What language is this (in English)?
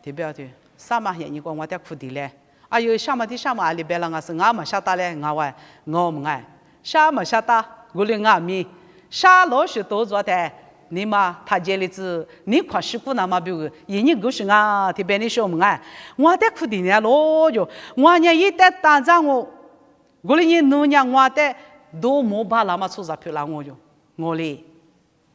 Lisu